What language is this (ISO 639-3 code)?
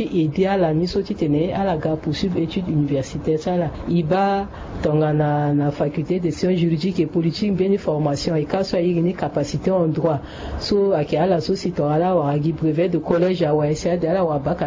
sag